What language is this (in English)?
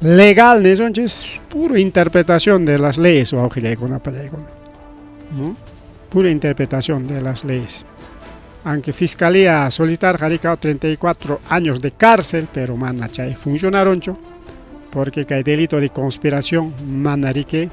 Ayacucho Quechua